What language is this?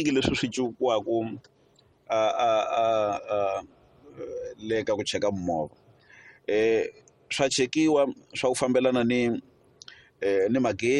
Tsonga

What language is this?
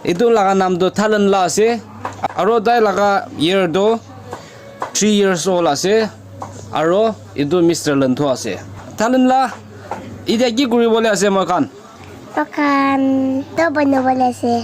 Naga Pidgin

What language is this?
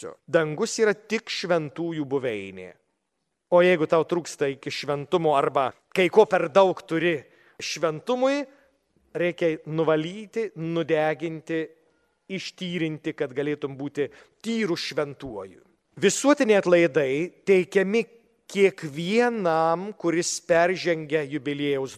Lithuanian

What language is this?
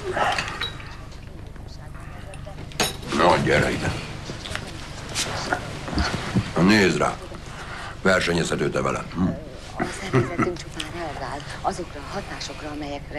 Hungarian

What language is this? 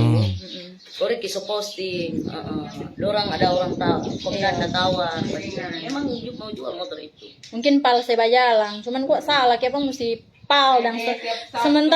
Manado Malay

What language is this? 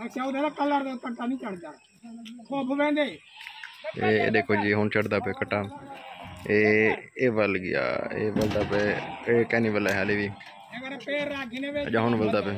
Saraiki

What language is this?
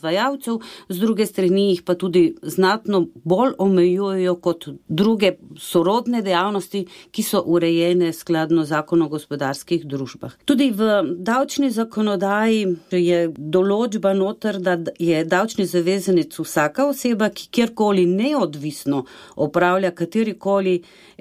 Slovenian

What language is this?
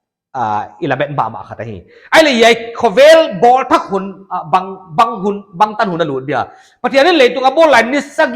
Paite Chin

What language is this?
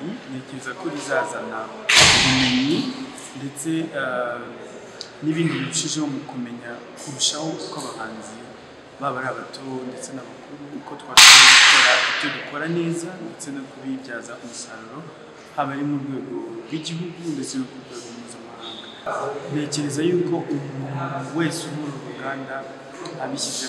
Kinyarwanda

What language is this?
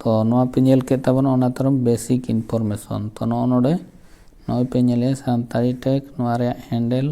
Santali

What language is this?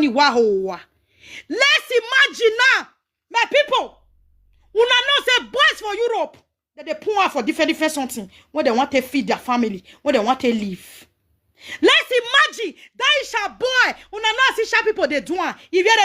Nigerian Pidgin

